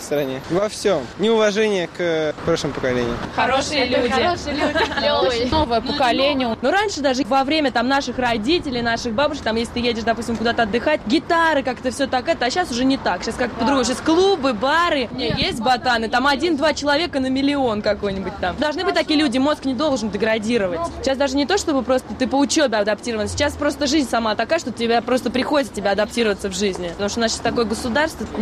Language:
Russian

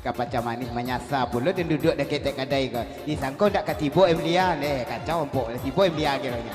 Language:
Minangkabau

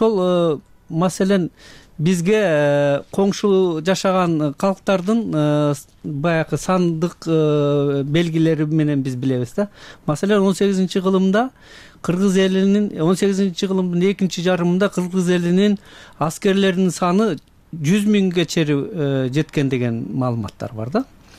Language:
Kyrgyz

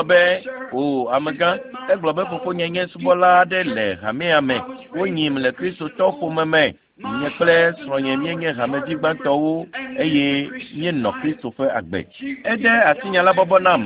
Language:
Ewe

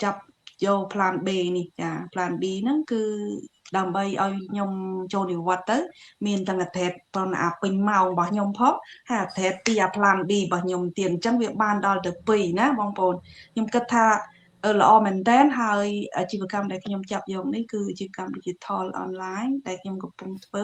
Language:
Khmer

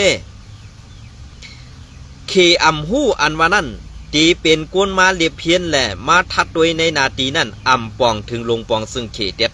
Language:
Shan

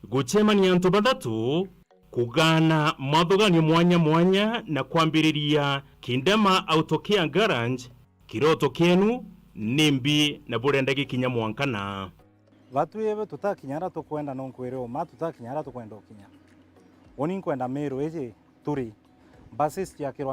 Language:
Meru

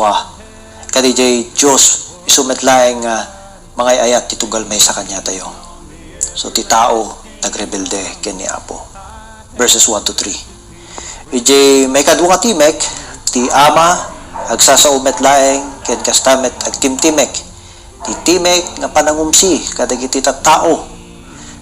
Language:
Iloko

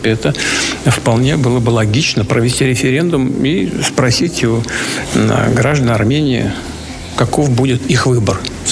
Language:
Russian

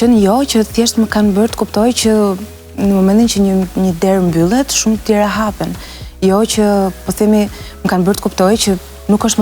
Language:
Albanian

